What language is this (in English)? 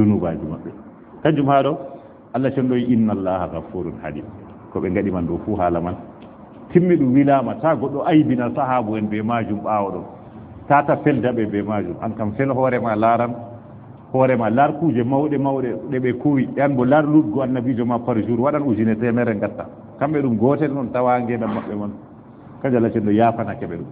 Fula